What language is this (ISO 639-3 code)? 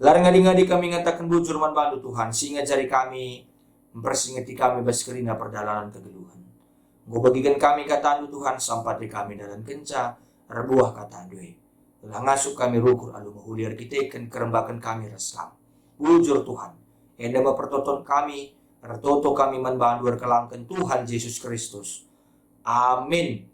btx